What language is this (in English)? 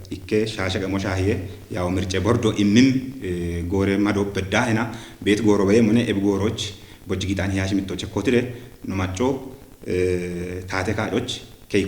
Kafa